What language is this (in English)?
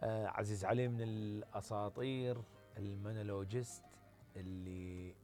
Mesopotamian Arabic